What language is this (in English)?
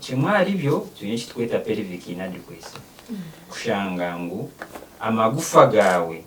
Nyankole